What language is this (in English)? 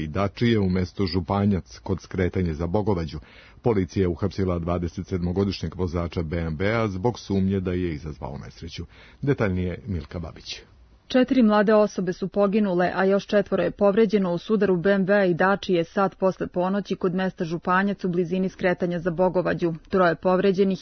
Serbian